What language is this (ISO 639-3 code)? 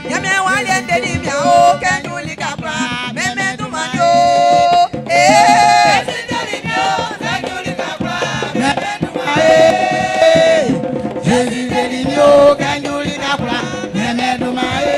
bci